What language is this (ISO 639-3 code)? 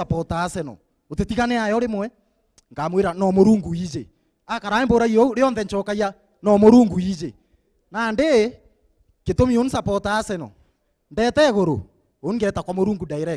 mer